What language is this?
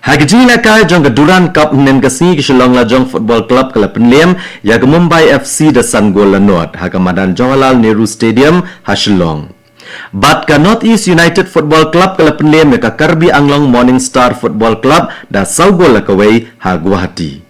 Khasi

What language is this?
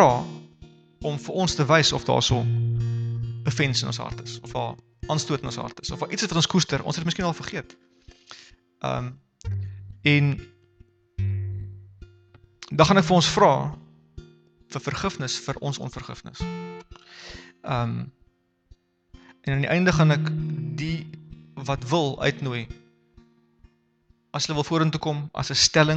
Afrikaans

